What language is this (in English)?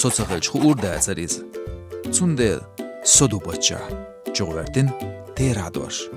Chechen